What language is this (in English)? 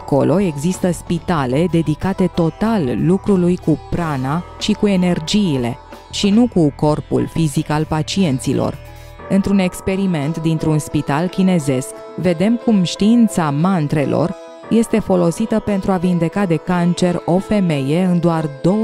Romanian